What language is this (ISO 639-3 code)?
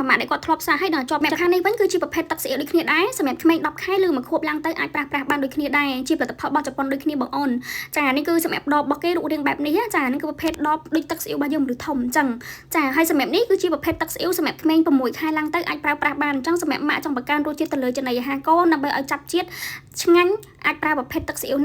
khm